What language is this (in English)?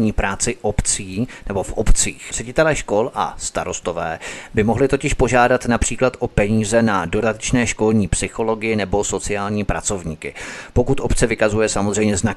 Czech